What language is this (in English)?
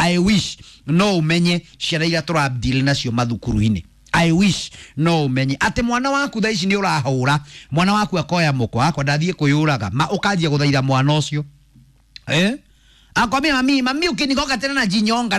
Kikuyu